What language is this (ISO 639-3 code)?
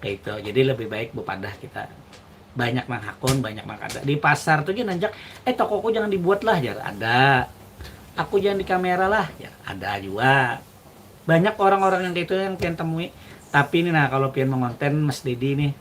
bjn